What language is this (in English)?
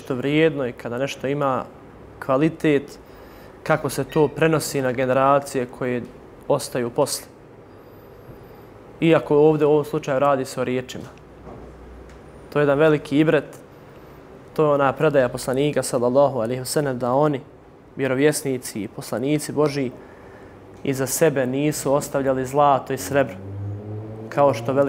Bosnian